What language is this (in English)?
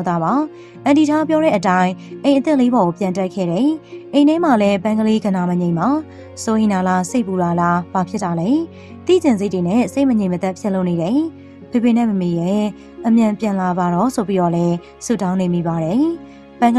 Burmese